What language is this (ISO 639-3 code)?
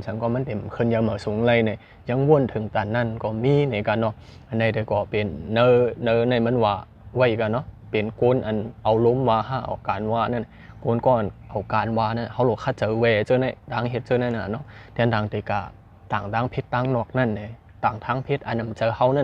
shn